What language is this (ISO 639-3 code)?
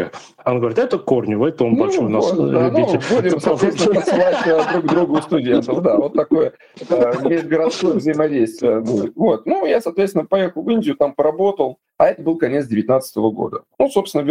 rus